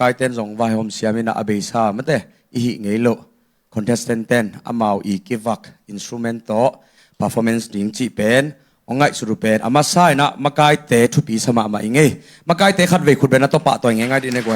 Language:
Tedim Chin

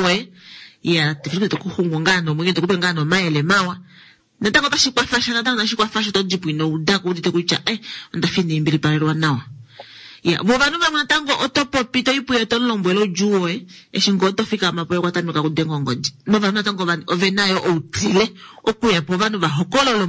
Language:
Kuanyama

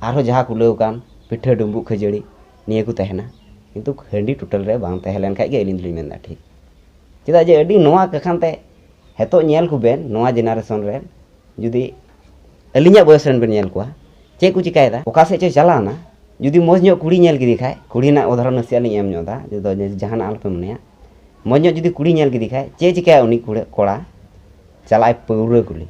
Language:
Santali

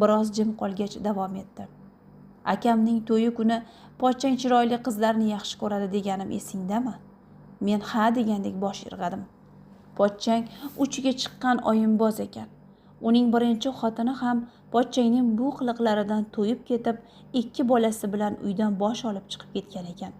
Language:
Uzbek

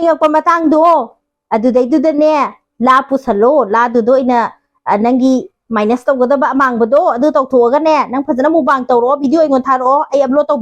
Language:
Manipuri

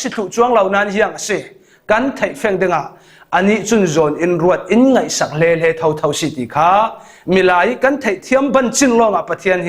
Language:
Falam Chin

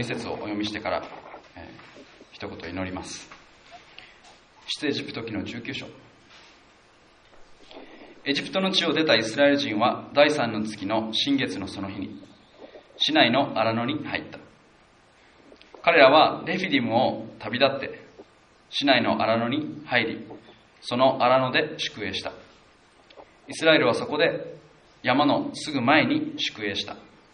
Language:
Japanese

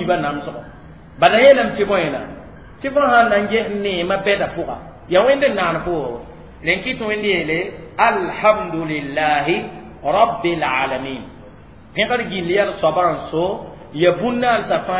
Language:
Mossi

